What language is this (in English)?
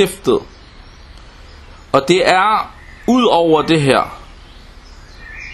Danish